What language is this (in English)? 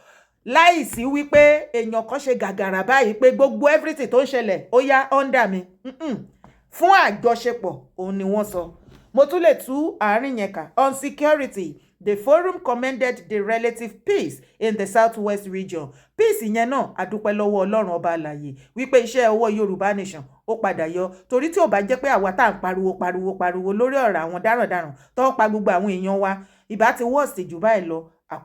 Yoruba